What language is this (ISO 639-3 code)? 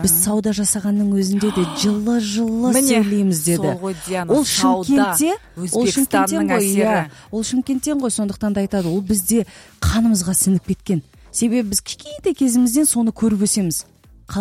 kaz